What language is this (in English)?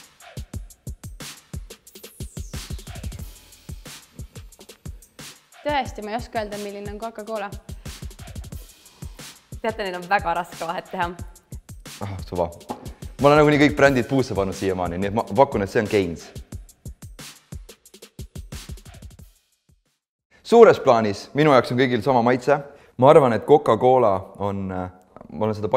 Estonian